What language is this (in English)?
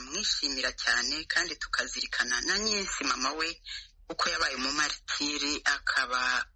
Kinyarwanda